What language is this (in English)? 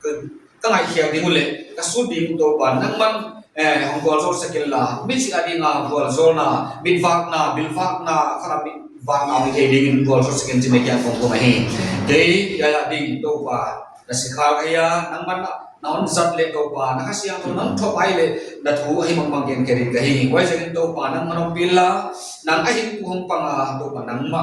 Paite Chin